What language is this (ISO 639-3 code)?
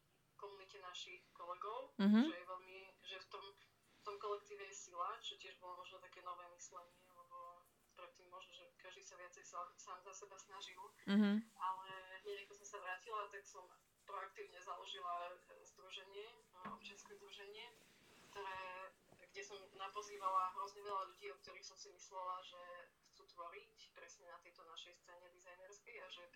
slk